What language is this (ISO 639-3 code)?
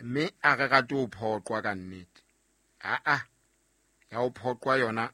sot